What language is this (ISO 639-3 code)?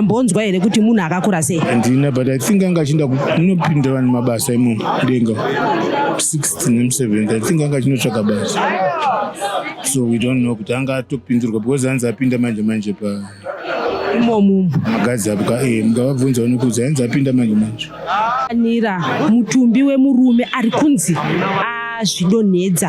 sna